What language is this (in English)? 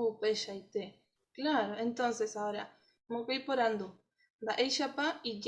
Guarani